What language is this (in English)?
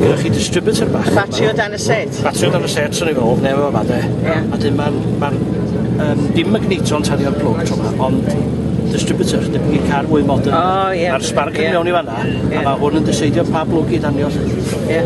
Welsh